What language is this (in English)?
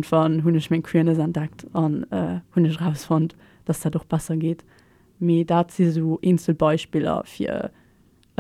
Luxembourgish